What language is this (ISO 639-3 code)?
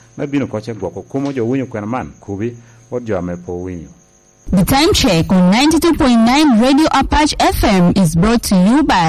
laj